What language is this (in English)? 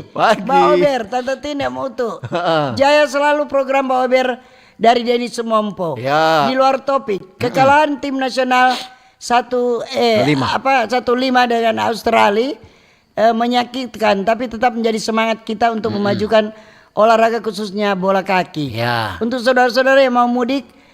Manado Malay